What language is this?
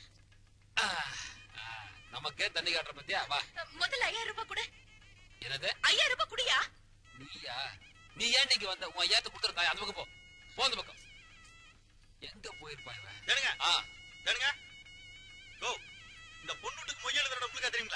Tamil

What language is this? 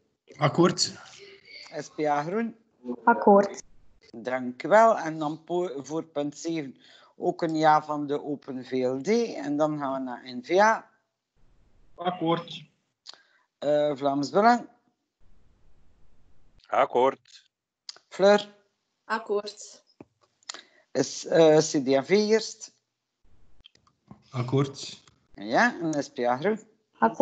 Dutch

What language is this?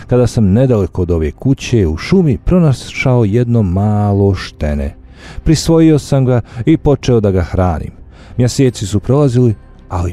Bosnian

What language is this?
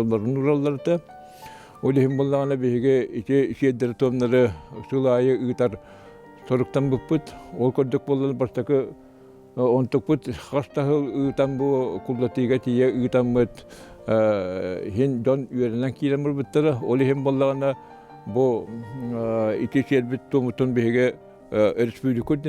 Yakut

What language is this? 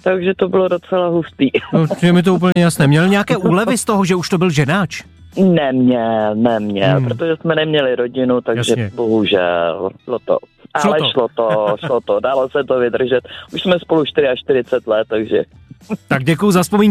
Czech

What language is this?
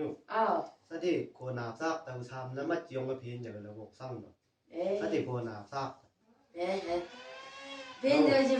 Chang Naga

